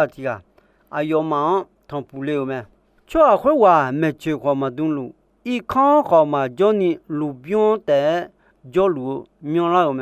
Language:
Akha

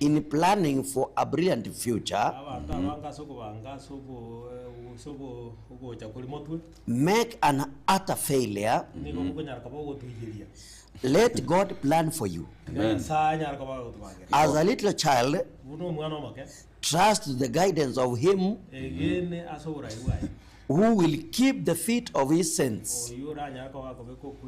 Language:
Gusii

